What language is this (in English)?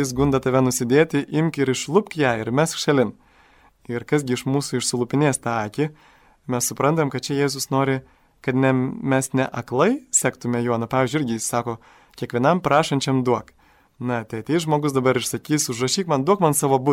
Lithuanian